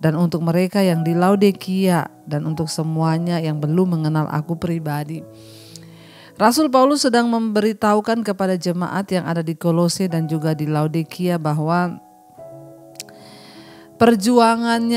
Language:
Indonesian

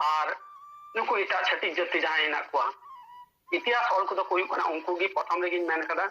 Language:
Santali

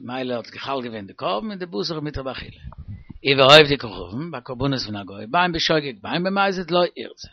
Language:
Yiddish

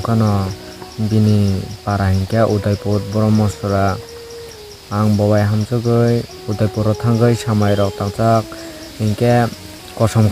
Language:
Kok Borok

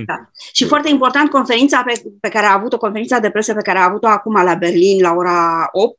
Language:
Romanian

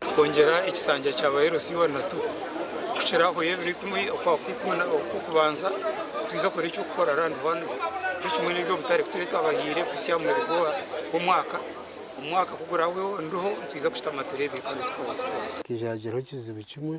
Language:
Nyankole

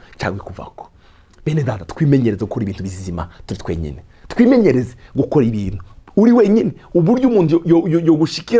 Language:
Rundi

